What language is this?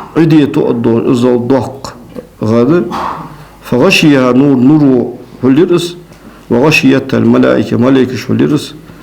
Ingush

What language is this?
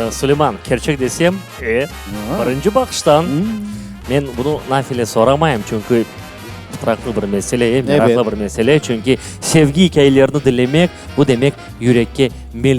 Crimean Tatar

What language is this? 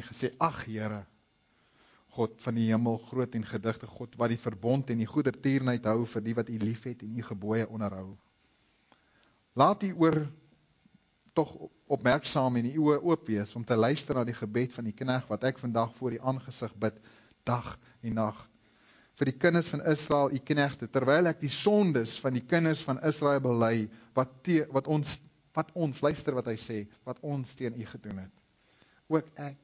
Afrikaans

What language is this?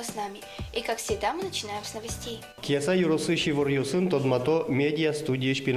Udmurt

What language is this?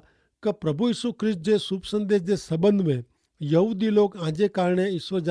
Kachhi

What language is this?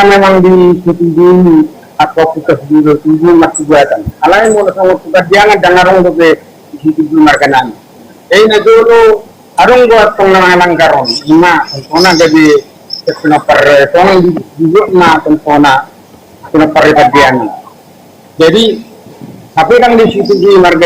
Batak Toba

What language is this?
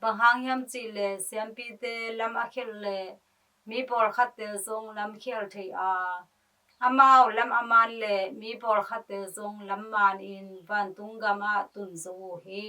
Tedim Chin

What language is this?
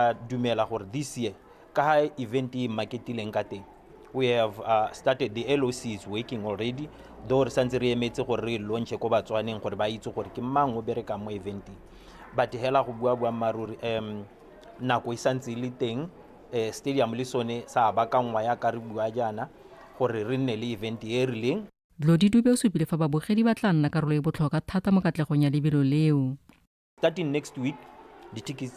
Tswana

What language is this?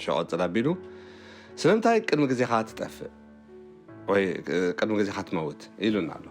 Tigrinya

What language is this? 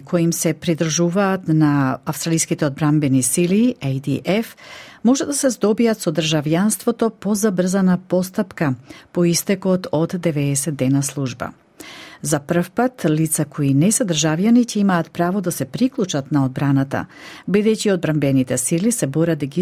Macedonian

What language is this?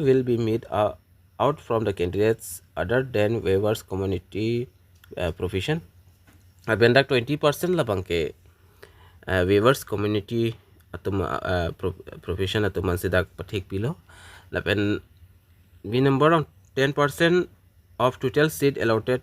Karbi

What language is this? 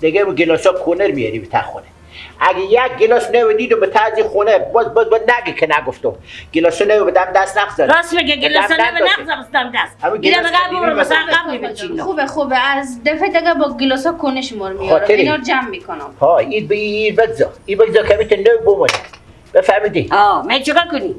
Persian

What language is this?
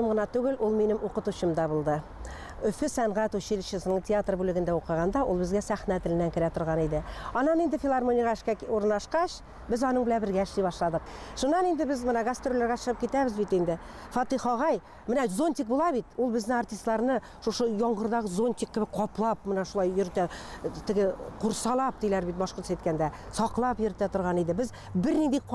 Bashkir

